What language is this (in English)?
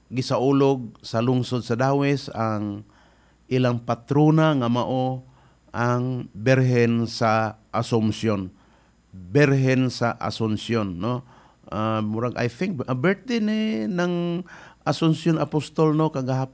Cebuano